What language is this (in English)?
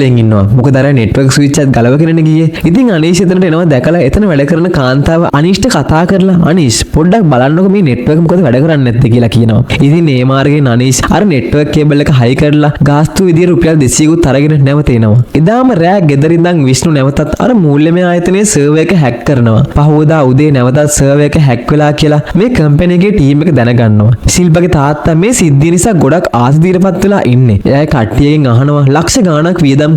Sinhala